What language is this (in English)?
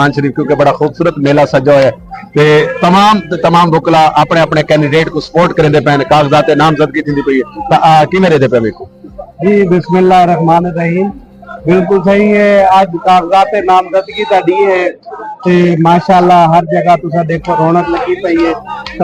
Saraiki